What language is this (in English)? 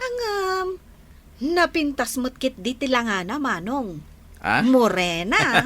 Iloko